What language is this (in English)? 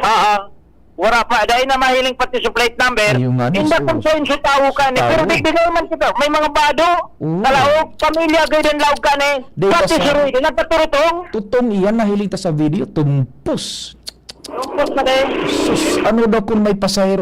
Bikol